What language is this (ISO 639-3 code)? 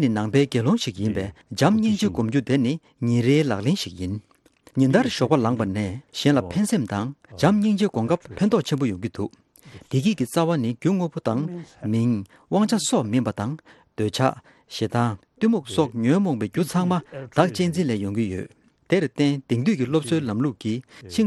bod